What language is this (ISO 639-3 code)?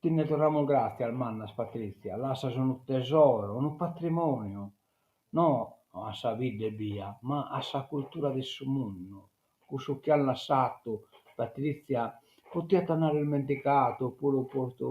srd